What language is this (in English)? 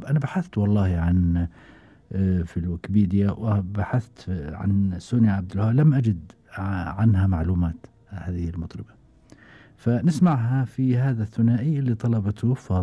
Gulf Arabic